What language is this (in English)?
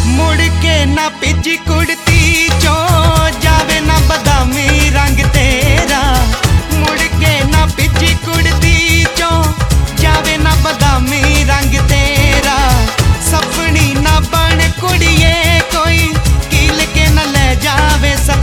Punjabi